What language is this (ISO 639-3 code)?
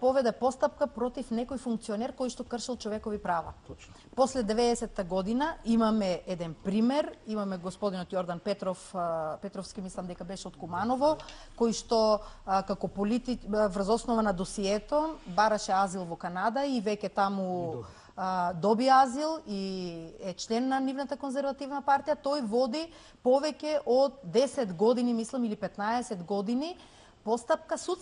mkd